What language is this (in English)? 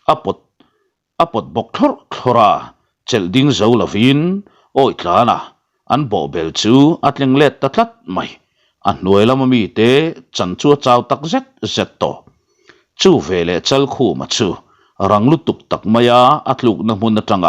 Mizo